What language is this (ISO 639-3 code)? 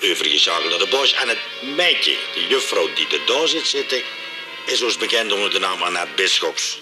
lim